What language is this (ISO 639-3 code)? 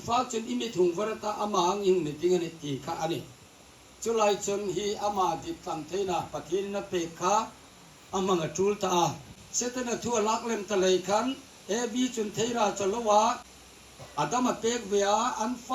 hmr